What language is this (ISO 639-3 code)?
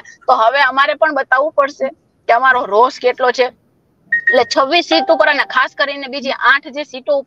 guj